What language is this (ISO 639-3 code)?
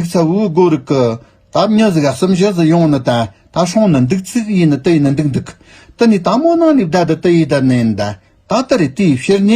bod